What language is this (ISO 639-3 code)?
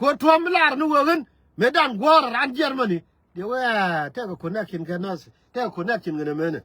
nus